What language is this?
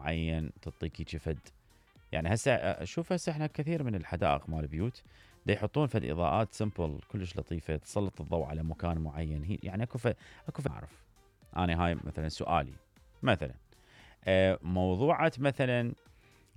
Mesopotamian Arabic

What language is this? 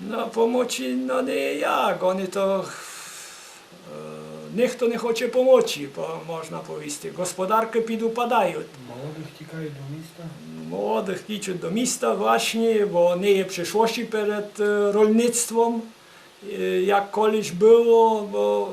Rusyn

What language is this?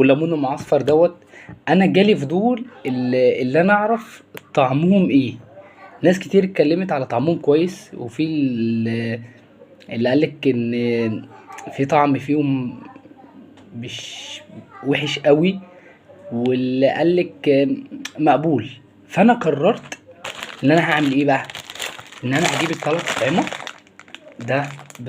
Egyptian Arabic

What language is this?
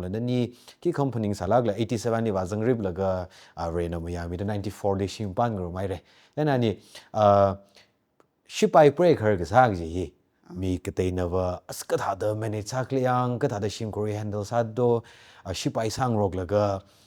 Tangkhul Naga (India)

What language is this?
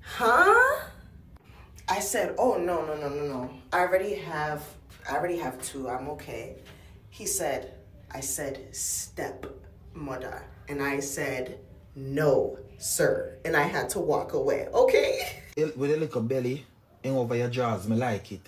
Jamaican Creole English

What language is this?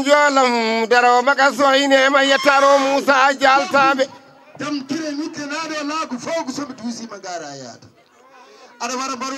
Fula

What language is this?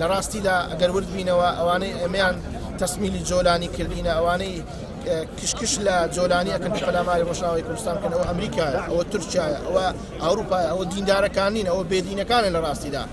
Central Kurdish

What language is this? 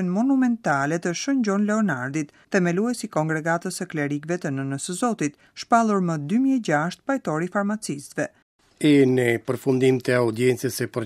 Albanian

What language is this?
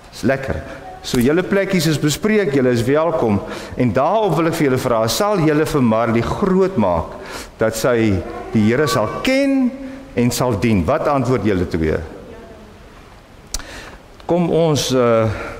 Afrikaans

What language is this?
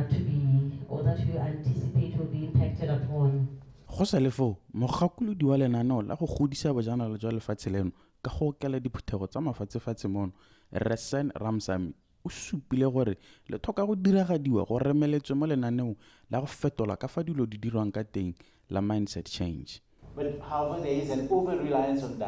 Tswana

